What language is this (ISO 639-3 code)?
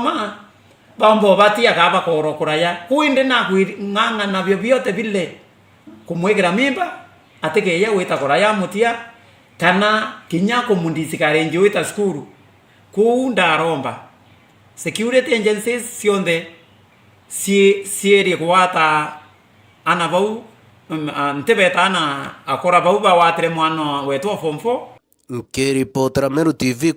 mer